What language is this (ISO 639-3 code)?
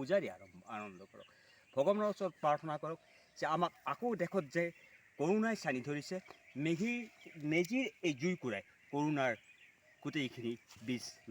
asm